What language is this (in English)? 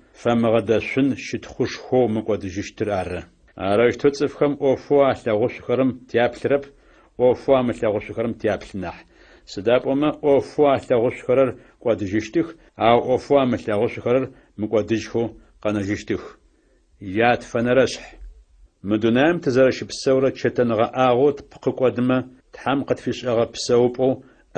Adyghe